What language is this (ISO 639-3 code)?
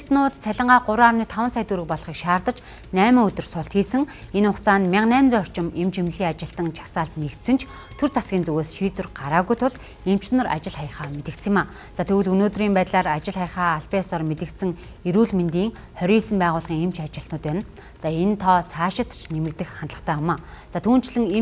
mon